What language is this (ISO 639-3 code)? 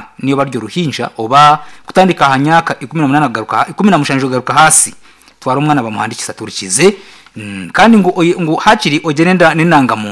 nyn